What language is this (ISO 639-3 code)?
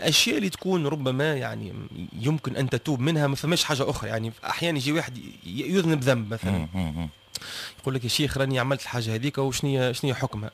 aeb